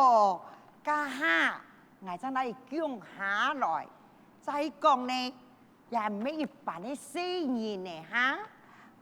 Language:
Hakka Chinese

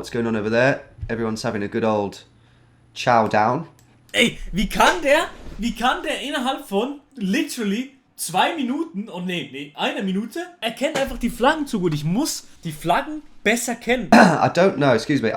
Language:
Swiss German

